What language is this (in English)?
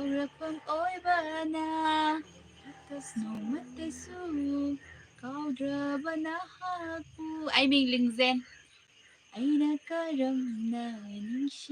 Manipuri